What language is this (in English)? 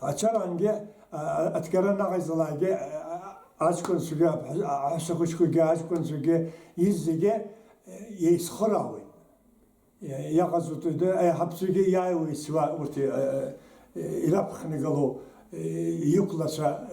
Abkhazian